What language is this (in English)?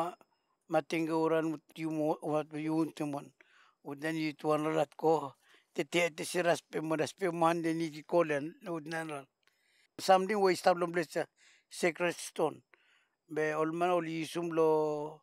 Bislama